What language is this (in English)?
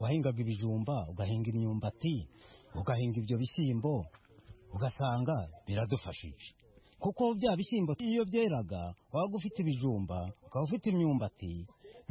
Kinyarwanda